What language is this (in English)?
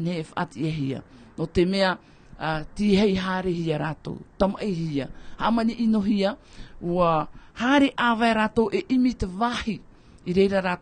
Tahitian